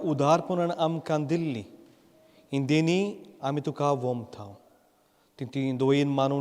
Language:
Konkani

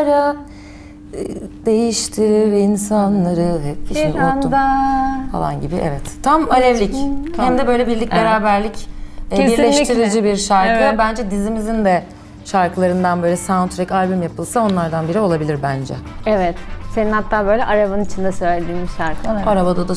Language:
Turkish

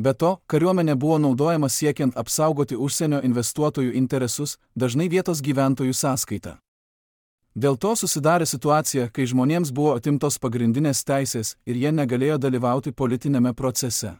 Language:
Lithuanian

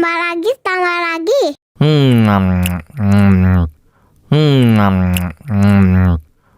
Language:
Betawi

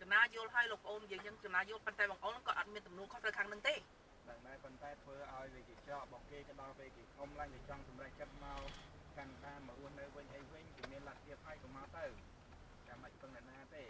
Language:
Khmer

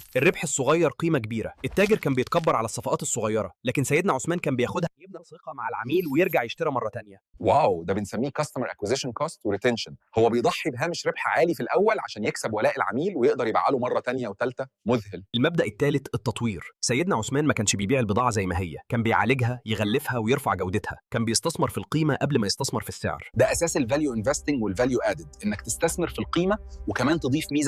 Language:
Egyptian Arabic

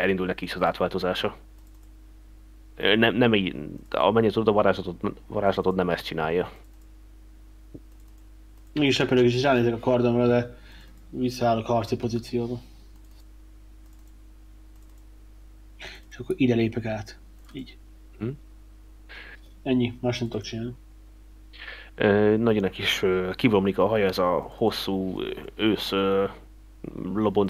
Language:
Hungarian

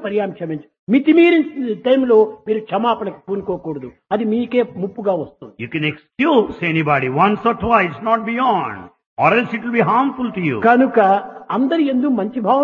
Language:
Telugu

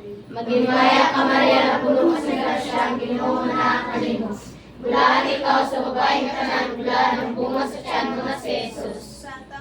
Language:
Cebuano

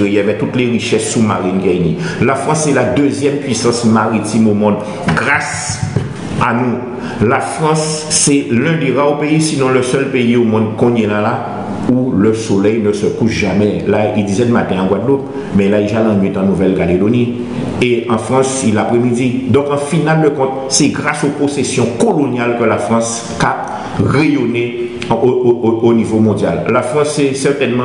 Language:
Guadeloupean Creole French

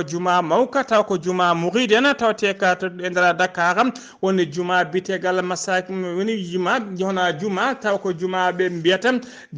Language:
Fula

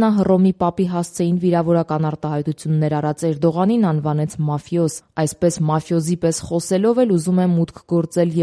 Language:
Armenian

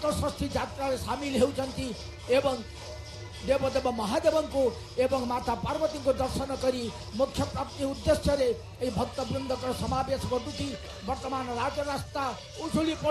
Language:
Odia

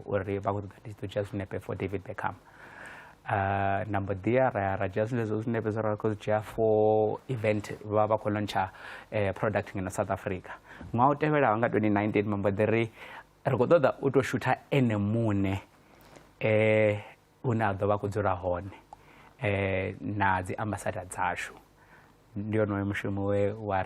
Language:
Venda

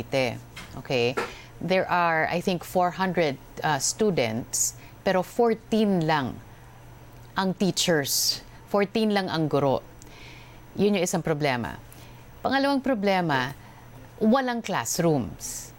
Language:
Filipino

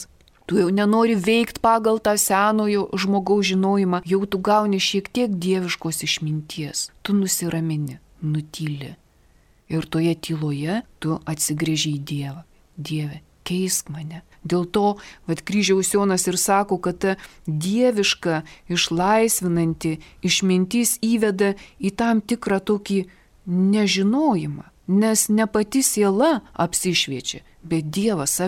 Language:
Lithuanian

